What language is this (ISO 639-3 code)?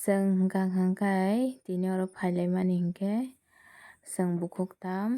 trp